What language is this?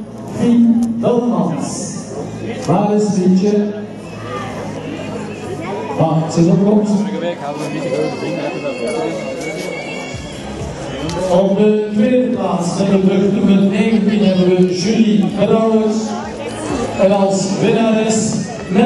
Dutch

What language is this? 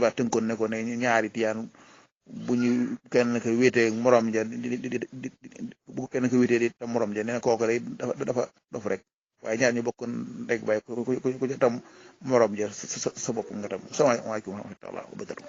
Wolof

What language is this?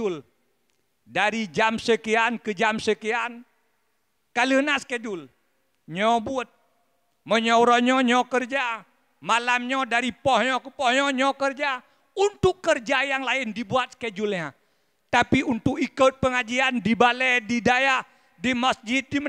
Achinese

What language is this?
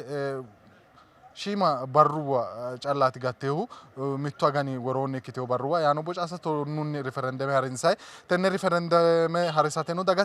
Sidamo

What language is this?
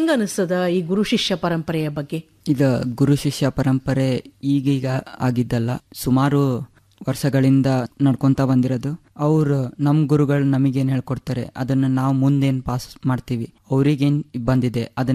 Kannada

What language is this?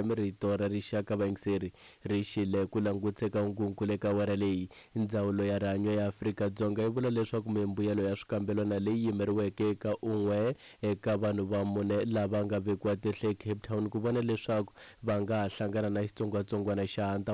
Tsonga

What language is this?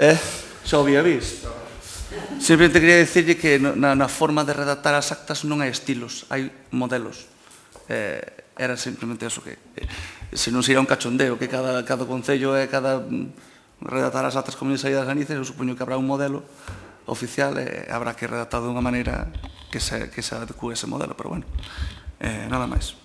Galician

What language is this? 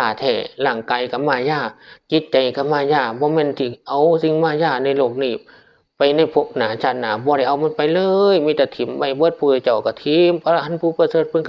Northeastern Thai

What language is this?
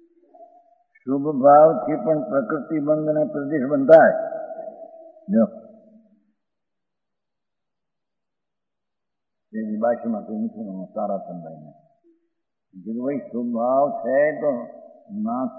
Gujarati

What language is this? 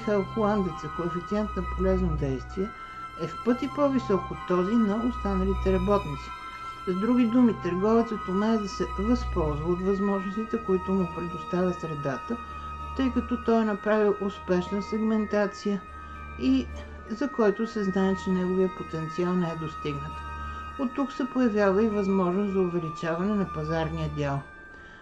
Bulgarian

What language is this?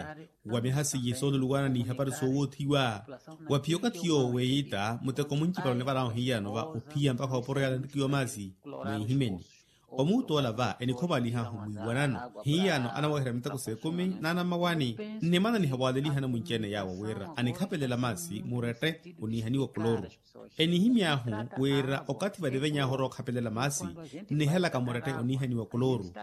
Makhuwa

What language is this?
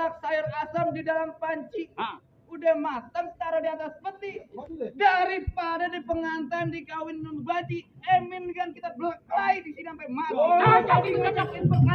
Betawi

